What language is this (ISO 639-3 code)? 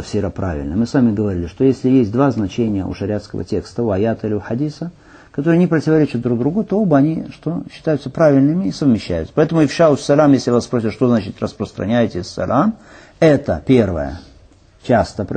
rus